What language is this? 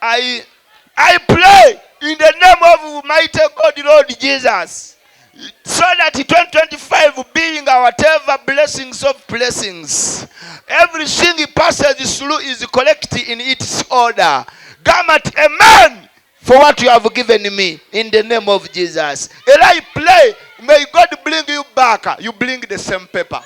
Ganda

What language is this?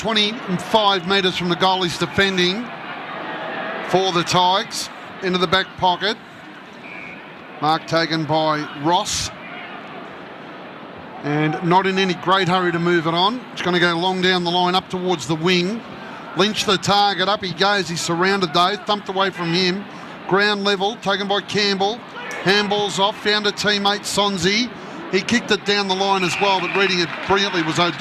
English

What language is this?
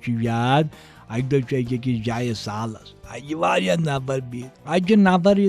Kashmiri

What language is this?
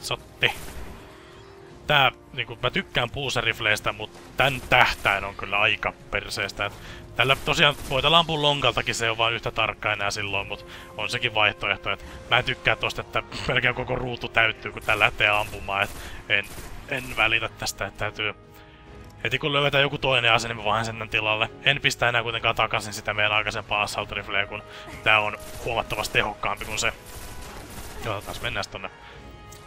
Finnish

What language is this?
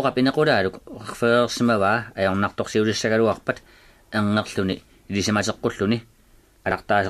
Kalaallisut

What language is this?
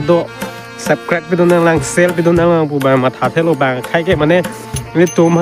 Karbi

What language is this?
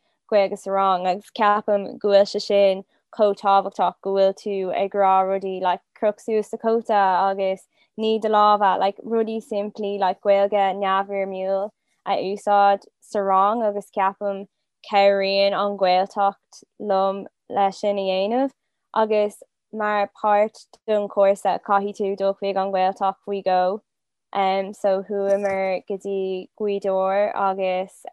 Irish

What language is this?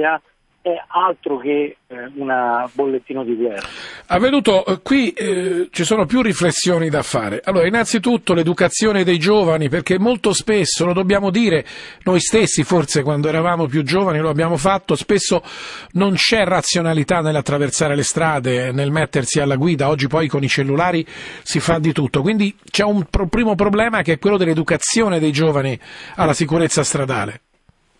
Italian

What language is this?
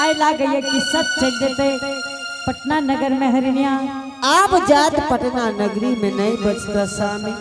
Angika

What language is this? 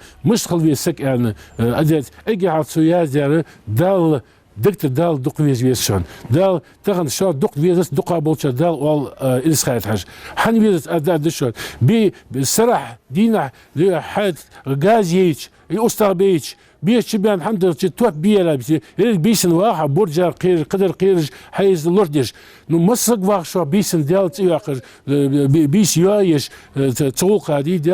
Ingush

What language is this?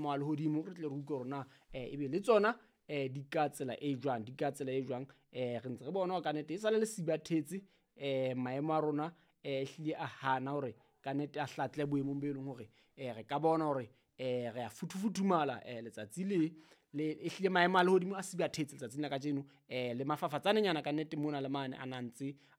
Southern Sotho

